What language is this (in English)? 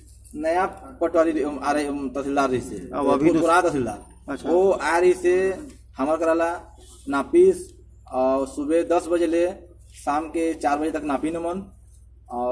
Chhattisgarhi